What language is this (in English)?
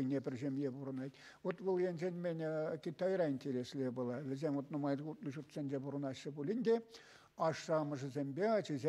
Chuvash